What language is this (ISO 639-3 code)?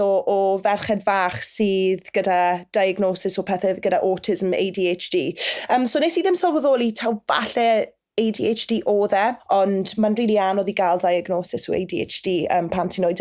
cym